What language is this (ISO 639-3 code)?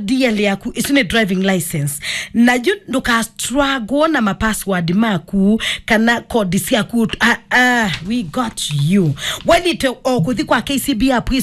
kam